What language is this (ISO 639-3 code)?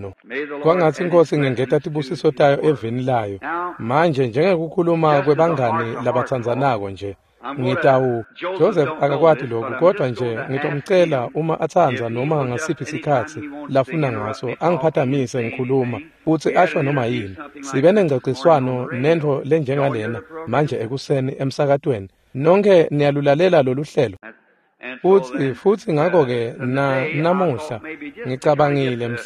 ssw